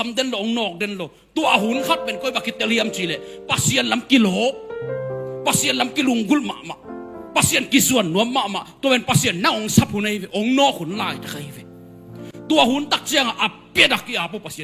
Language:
Tedim Chin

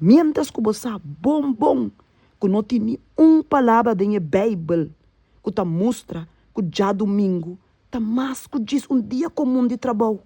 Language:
Papiamento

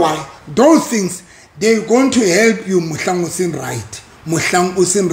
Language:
Southern Sotho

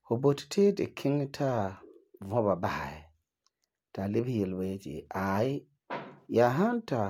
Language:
Frafra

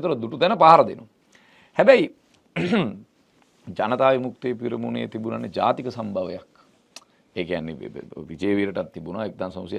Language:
Sinhala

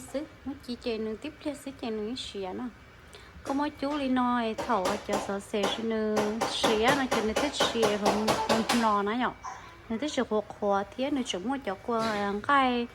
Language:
Hmong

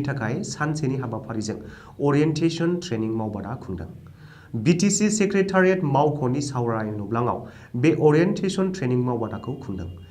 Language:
Bodo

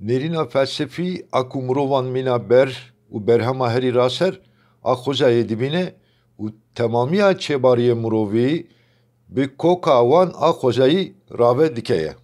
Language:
Kurdish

